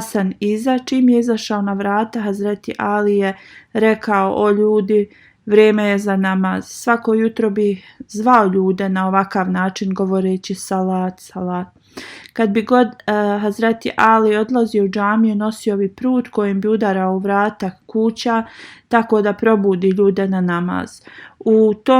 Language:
Bosnian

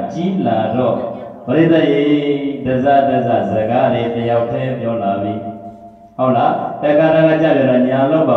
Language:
Burmese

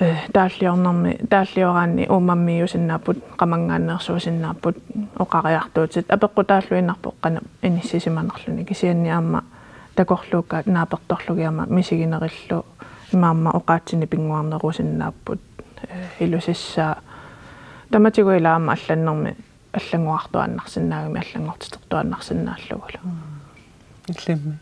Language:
Kalaallisut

